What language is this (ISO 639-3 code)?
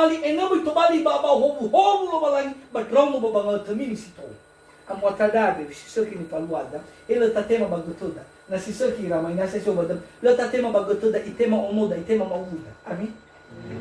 nia